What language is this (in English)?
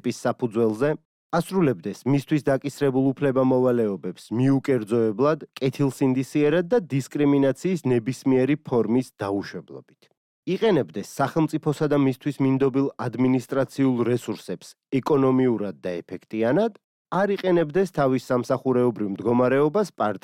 Georgian